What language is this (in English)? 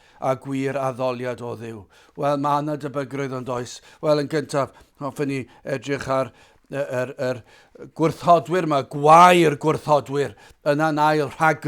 Welsh